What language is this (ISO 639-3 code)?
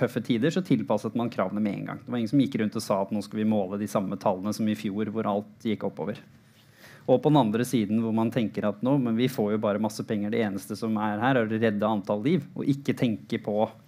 nor